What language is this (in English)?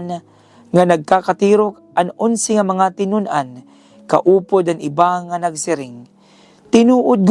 Waray